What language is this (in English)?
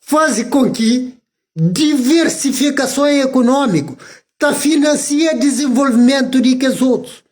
Kabuverdianu